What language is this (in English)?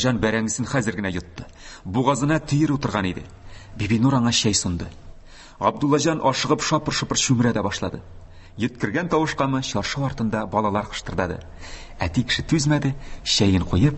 Tatar